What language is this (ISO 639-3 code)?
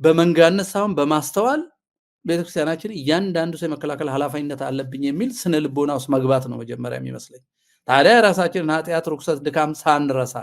amh